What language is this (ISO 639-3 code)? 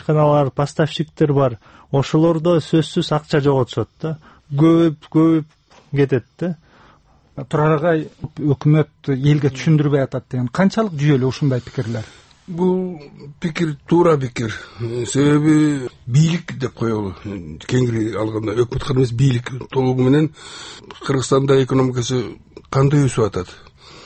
kir